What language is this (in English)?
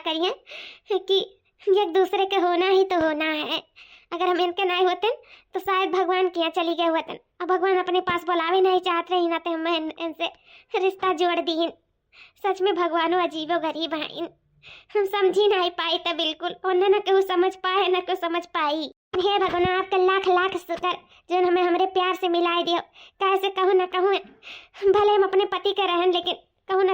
Awadhi